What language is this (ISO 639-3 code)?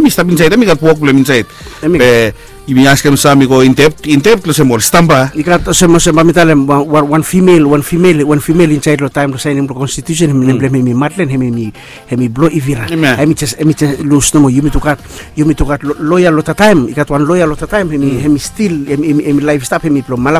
bis